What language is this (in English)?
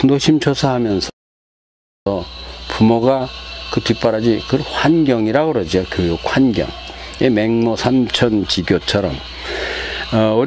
Korean